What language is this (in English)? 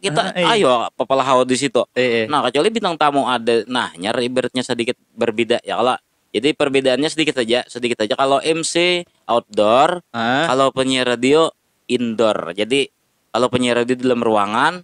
Banjar